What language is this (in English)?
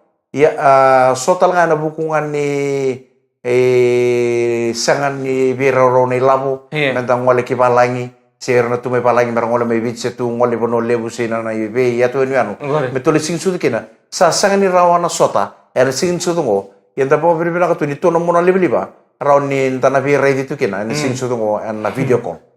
Fijian